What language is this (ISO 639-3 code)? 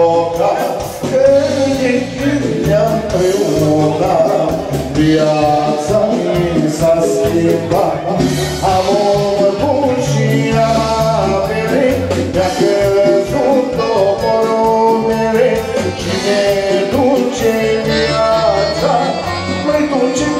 ron